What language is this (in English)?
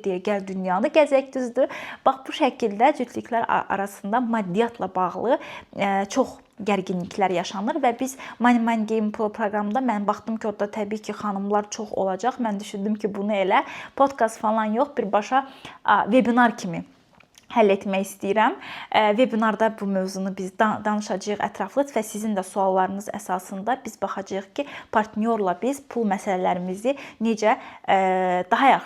Azerbaijani